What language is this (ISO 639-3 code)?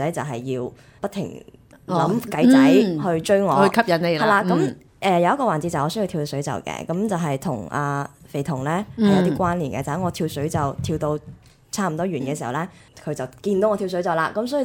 yue